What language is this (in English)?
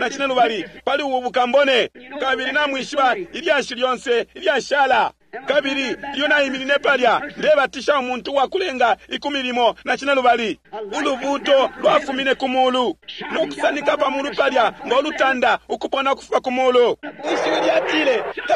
Bemba